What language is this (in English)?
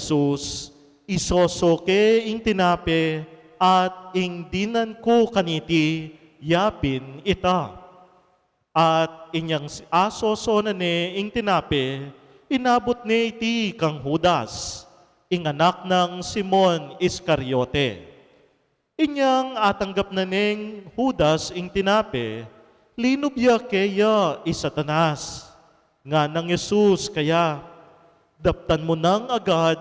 Pampanga